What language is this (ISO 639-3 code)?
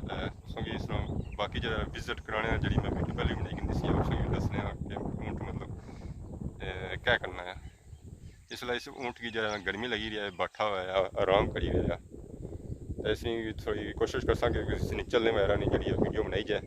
phr